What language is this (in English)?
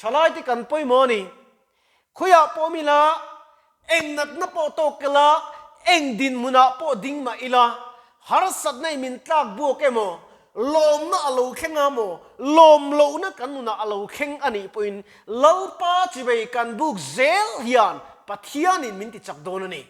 Mizo